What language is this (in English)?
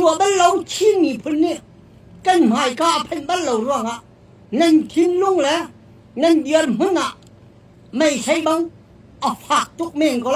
Hakha Chin